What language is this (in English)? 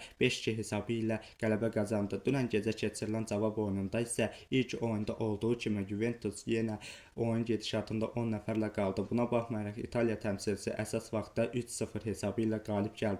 Azerbaijani